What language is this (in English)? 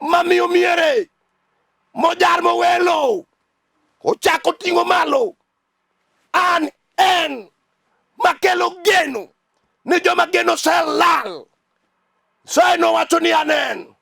Luo (Kenya and Tanzania)